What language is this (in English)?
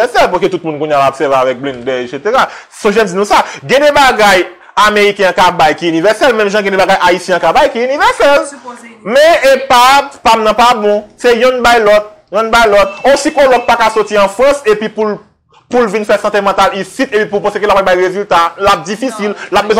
Haitian Creole